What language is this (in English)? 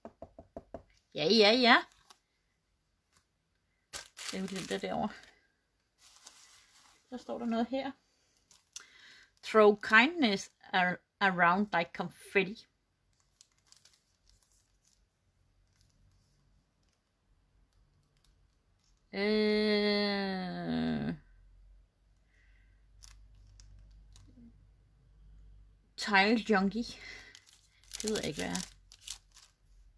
Danish